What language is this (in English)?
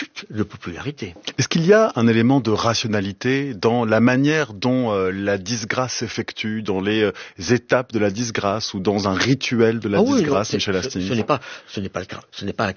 French